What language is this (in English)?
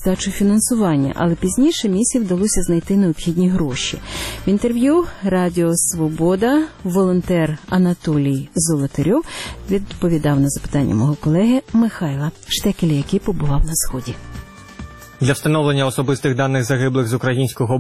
Ukrainian